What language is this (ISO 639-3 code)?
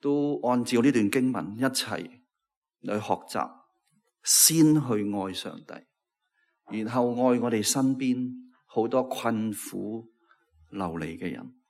yue